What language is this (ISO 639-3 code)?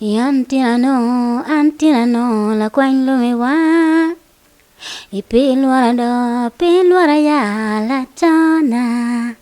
ach